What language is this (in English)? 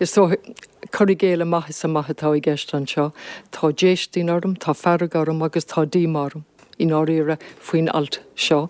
Irish